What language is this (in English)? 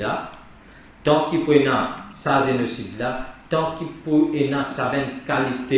Morisyen